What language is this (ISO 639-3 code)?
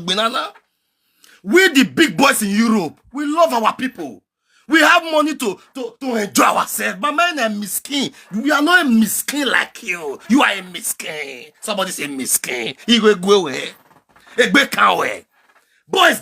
pcm